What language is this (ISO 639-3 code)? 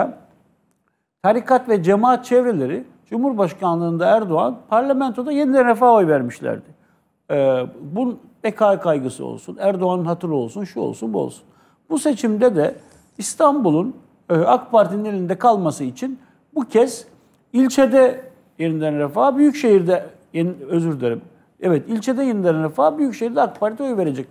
tur